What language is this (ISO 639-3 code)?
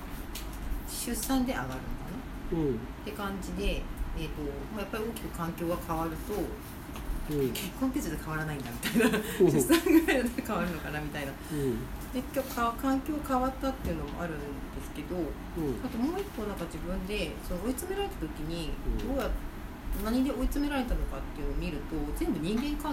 jpn